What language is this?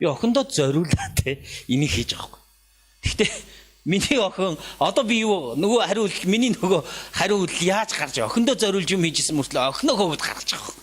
Mongolian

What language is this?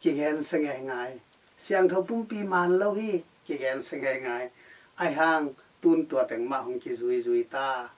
Tedim Chin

